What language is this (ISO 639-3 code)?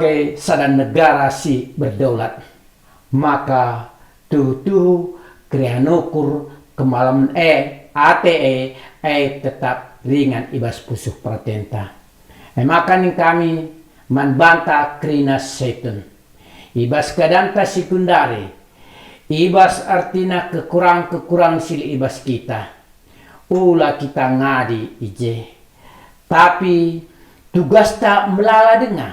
btx